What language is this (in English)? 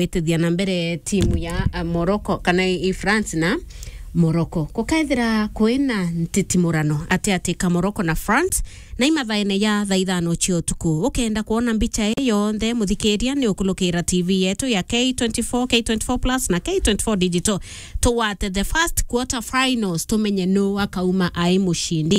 Meru